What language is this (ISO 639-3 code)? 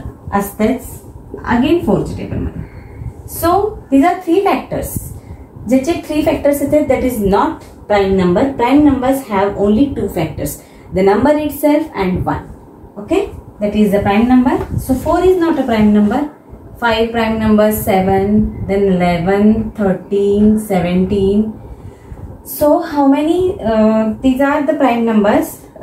mar